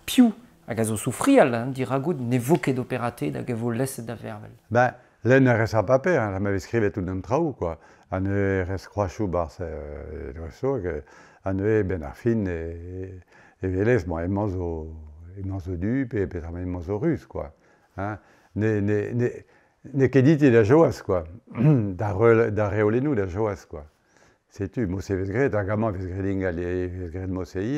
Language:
Breton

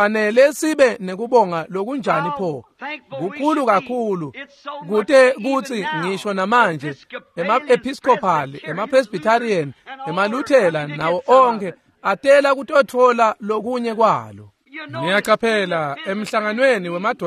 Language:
Swati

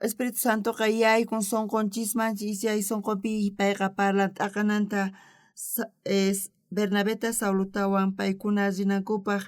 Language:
South Bolivian Quechua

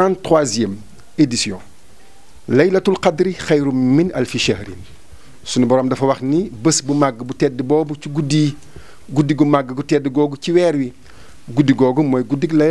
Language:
Wolof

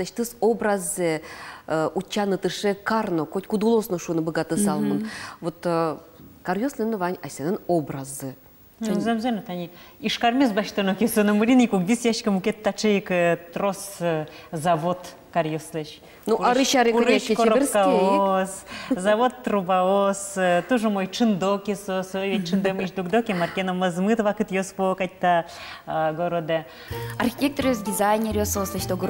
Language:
Udmurt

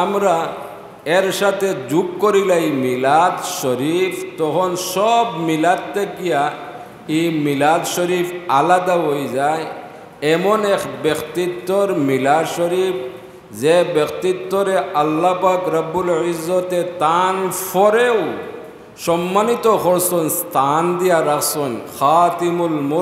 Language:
Sylheti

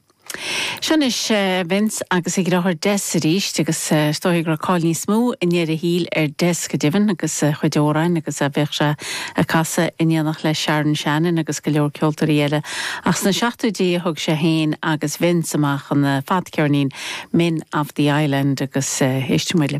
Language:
Irish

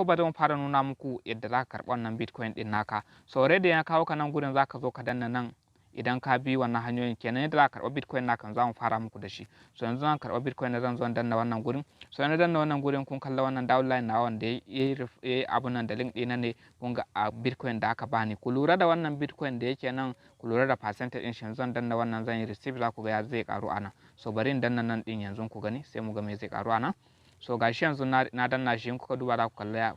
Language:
Hausa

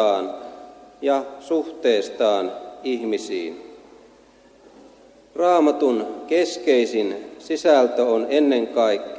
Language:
Finnish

